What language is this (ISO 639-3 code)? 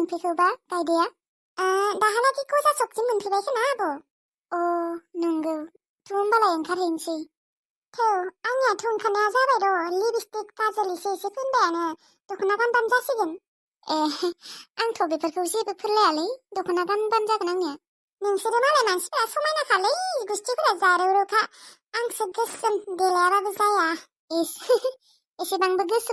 brx